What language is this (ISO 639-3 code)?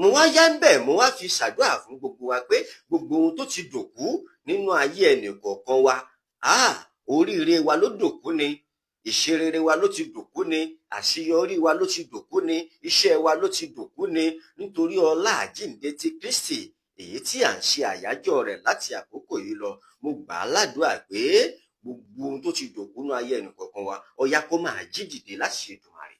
yor